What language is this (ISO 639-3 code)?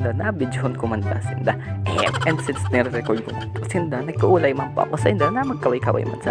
bik